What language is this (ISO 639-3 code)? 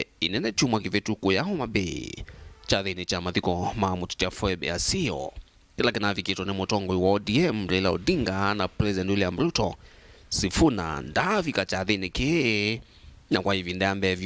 kam